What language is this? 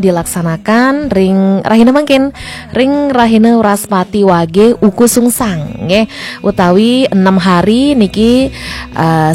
Balinese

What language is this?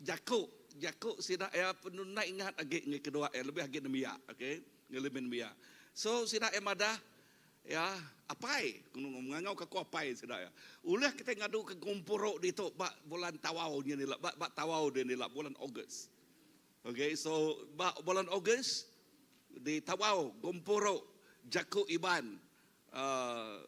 Iban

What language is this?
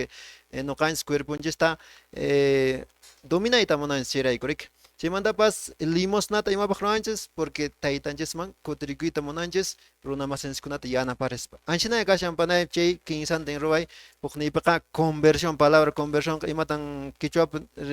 Quechua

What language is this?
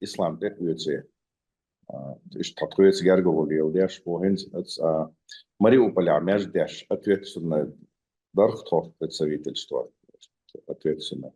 Chechen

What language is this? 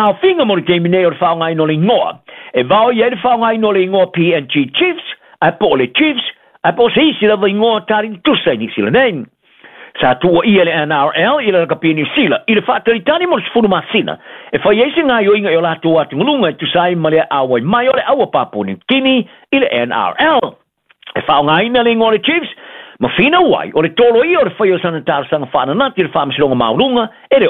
Samoan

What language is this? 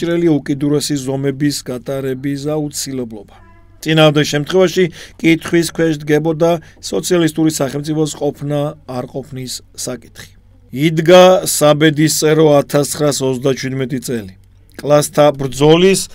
Georgian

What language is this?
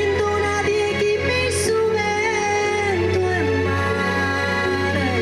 Sardinian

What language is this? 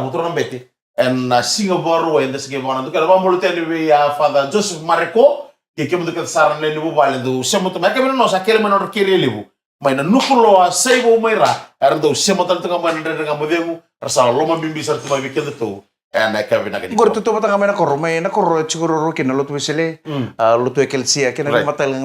Fijian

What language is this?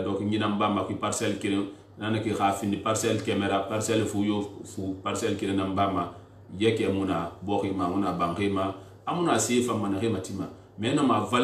Susu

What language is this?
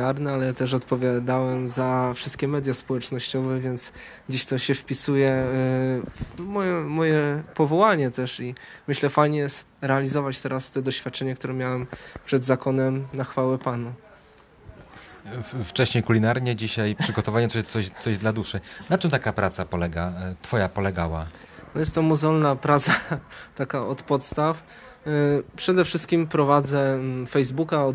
Polish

